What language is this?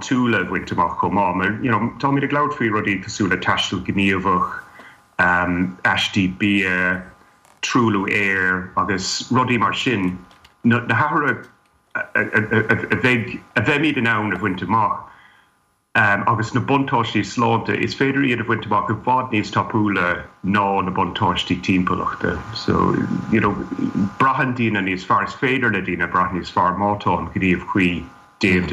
Irish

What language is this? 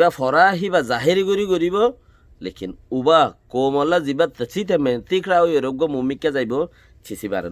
Rohingya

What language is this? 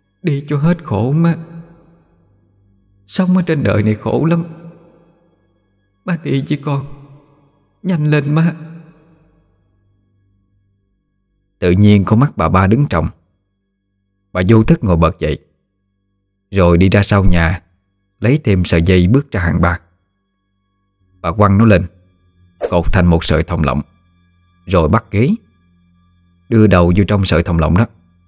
Vietnamese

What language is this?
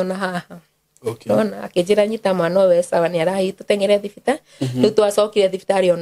Kikuyu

